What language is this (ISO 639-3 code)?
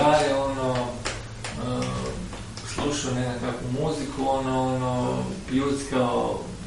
hrv